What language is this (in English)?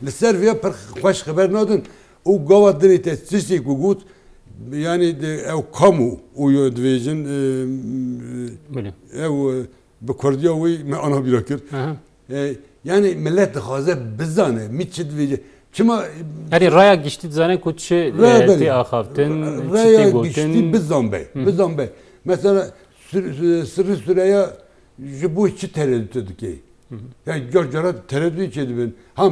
Kurdish